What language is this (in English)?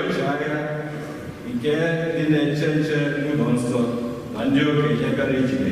Igbo